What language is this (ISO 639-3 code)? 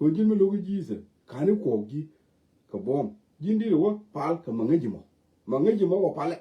nus